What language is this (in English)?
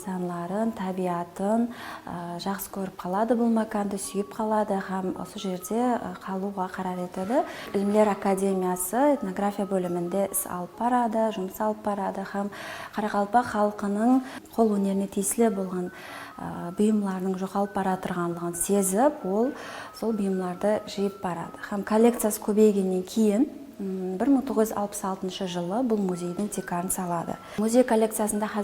Kara-Kalpak